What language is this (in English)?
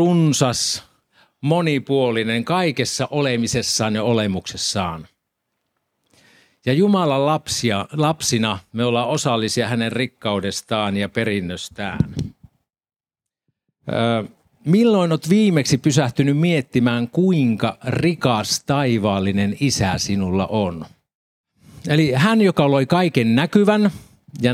Finnish